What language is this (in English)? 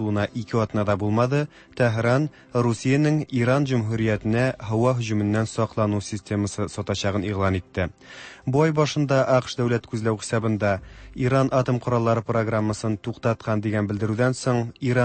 Tatar